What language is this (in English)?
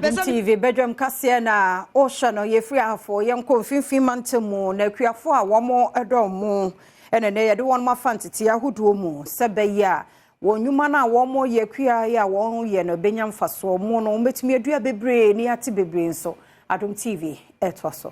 Akan